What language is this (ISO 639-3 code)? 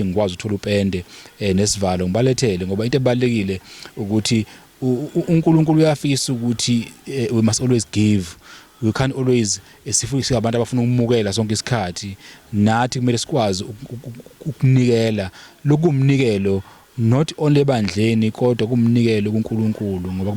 zul